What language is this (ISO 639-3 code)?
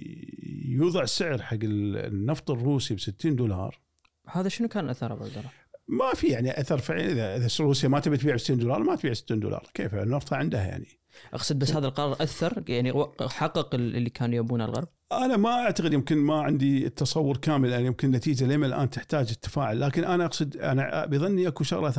afb